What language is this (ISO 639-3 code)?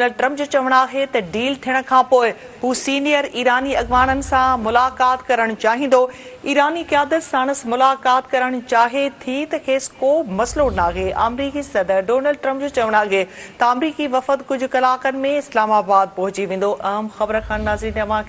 snd